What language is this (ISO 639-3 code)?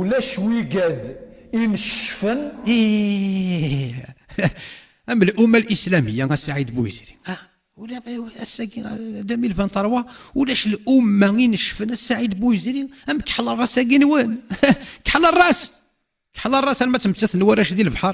kab